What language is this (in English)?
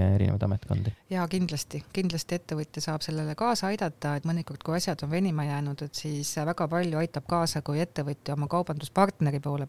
Estonian